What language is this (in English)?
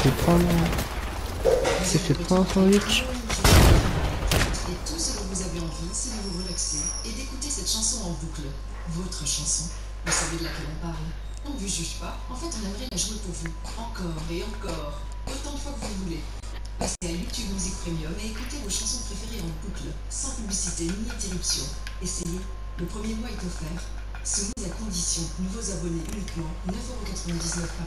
French